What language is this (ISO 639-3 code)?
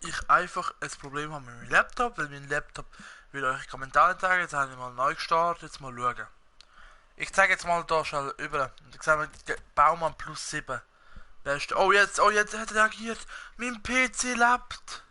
gsw